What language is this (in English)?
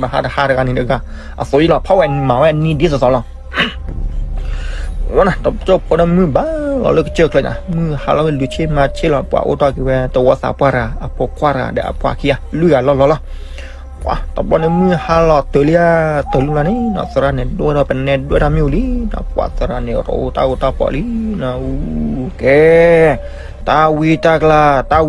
S'gaw Karen